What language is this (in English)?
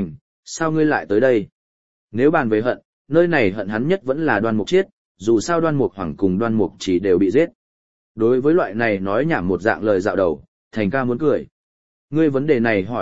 Vietnamese